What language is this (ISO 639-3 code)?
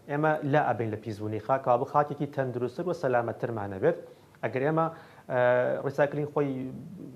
ckb